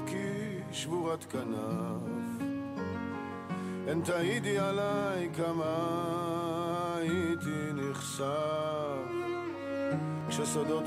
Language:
Hebrew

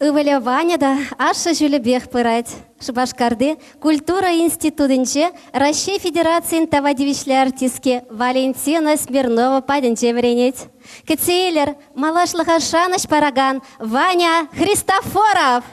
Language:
Chuvash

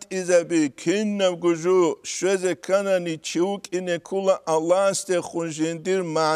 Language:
Avaric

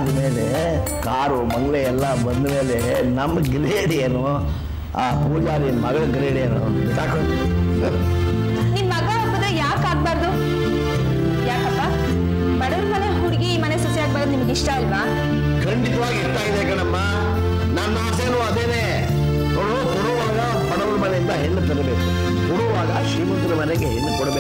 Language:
Kannada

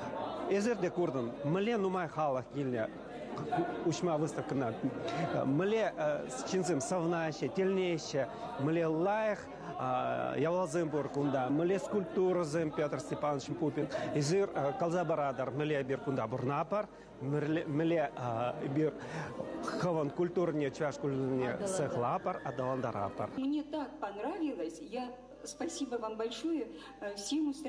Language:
Chuvash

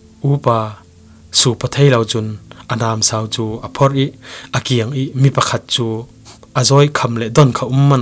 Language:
Falam Chin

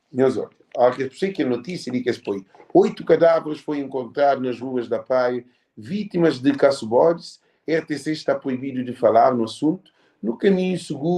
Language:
Kabuverdianu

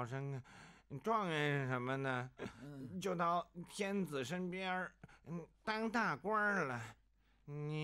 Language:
Chinese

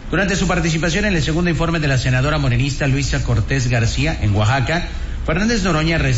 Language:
Spanish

